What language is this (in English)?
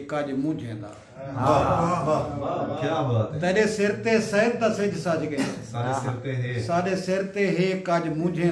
Saraiki